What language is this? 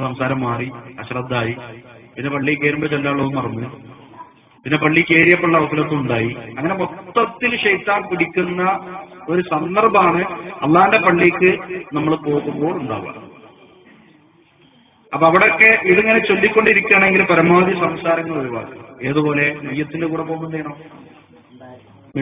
Malayalam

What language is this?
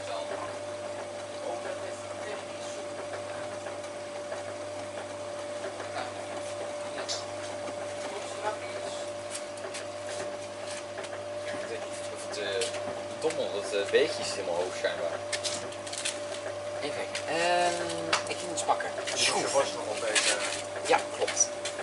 Dutch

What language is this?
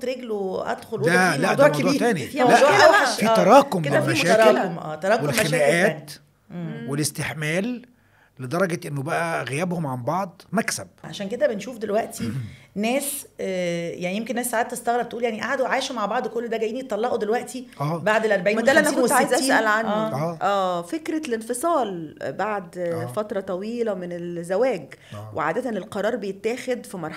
Egyptian Arabic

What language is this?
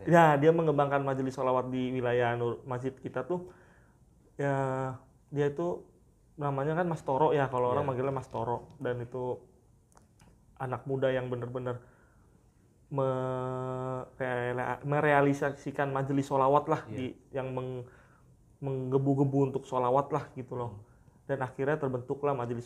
Indonesian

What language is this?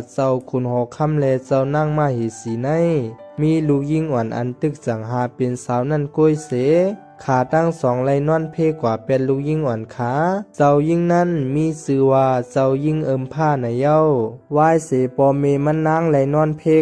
Shan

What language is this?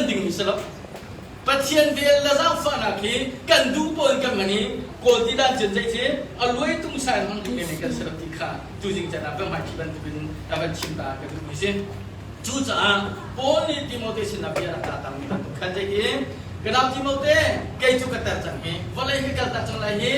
Hakha Chin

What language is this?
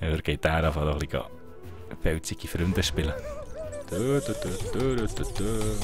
Swiss German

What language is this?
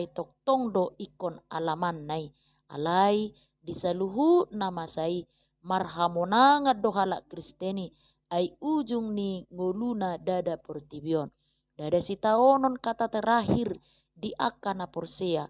Batak Toba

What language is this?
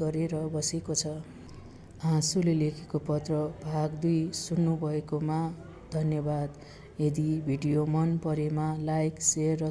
Nepali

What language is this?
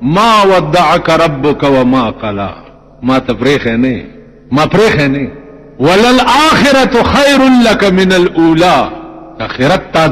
Pashto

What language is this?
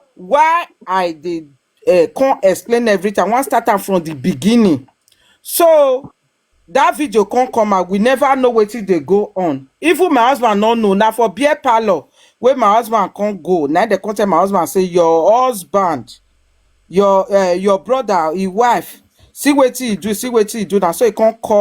Nigerian Pidgin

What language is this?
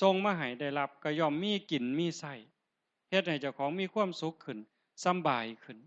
Northeastern Thai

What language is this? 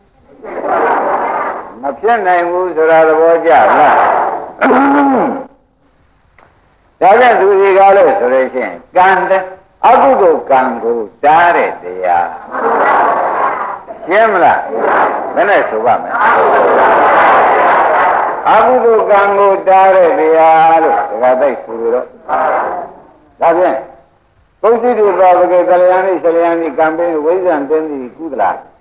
Burmese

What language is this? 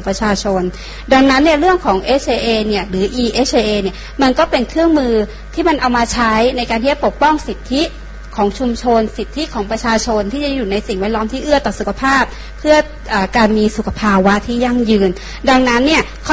Thai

